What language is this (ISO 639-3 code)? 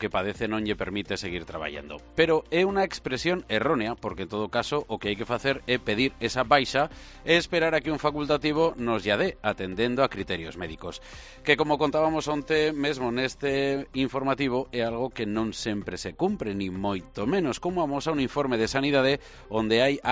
glg